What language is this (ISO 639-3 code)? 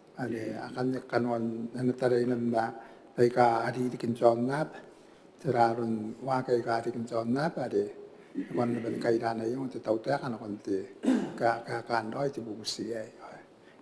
gil